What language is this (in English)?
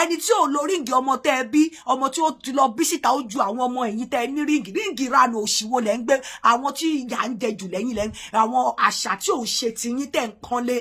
Yoruba